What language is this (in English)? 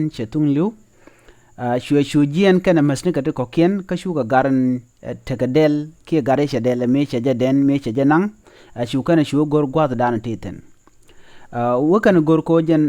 Nuer